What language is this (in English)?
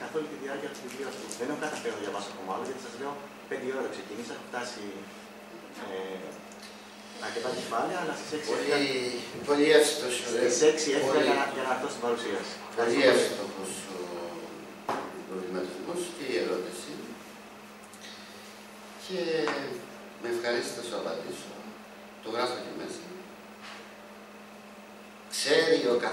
Greek